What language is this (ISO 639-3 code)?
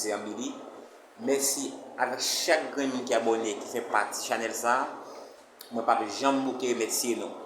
hat